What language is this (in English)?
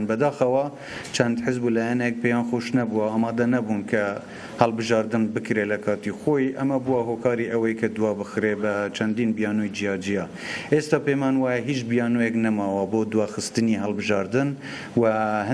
Central Kurdish